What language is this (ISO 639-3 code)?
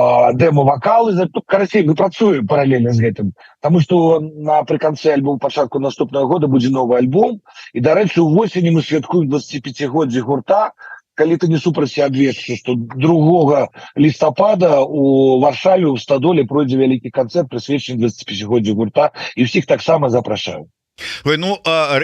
bel